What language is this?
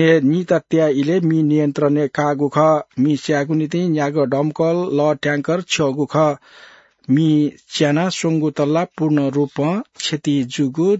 Newari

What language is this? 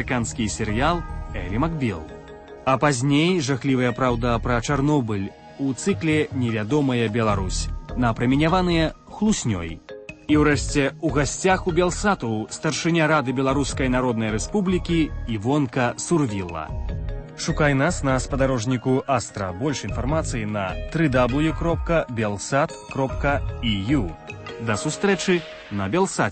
Belarusian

